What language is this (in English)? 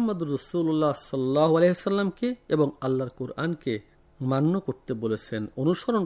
Bangla